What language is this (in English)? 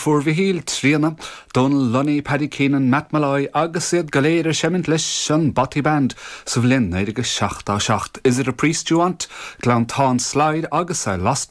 Irish